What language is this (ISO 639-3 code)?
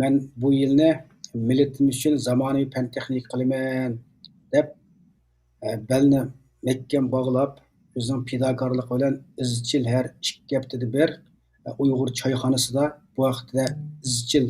uig